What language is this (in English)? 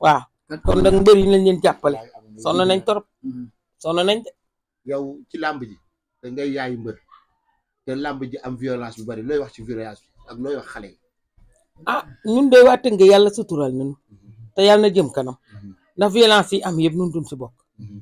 Wolof